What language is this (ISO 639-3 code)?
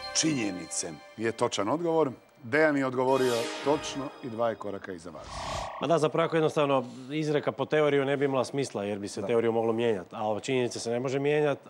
hrv